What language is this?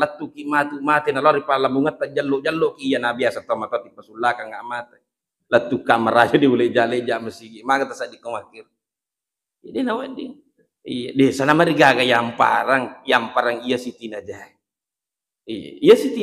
Buginese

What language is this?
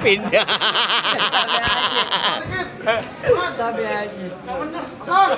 Betawi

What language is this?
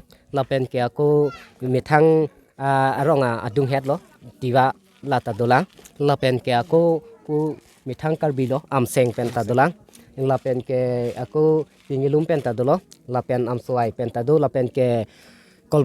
Karbi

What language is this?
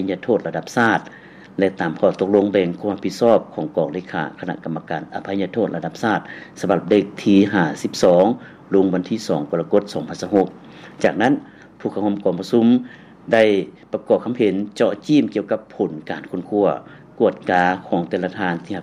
Lao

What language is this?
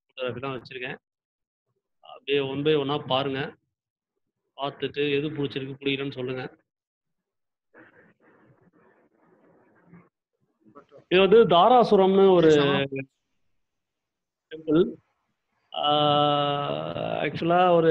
Tamil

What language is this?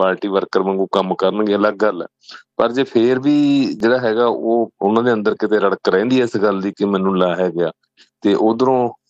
Punjabi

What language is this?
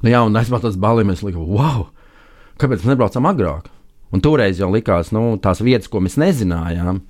Latvian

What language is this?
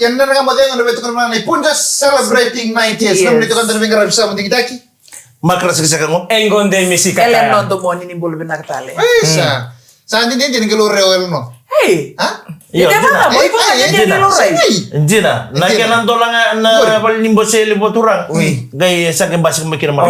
Fijian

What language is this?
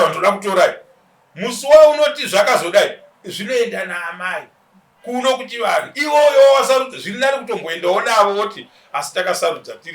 Shona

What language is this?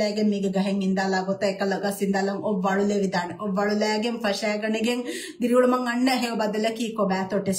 Divehi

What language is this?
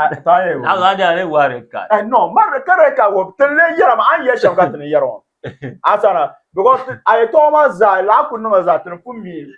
Dagbani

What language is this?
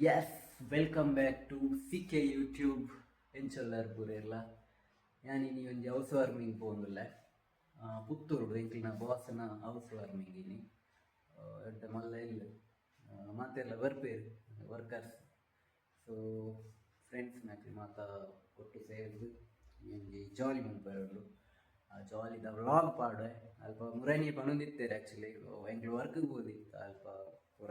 Tulu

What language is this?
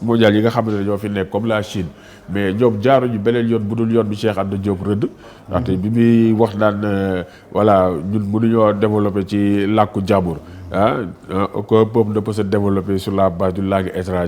Wolof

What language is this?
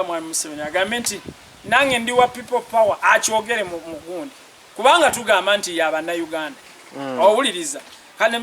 Ganda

